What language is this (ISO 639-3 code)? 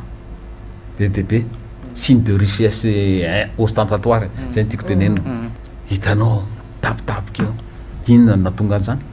mlg